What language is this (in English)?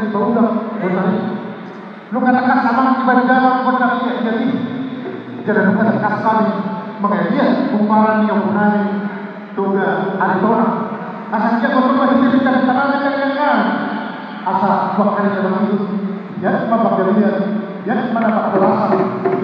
Batak Toba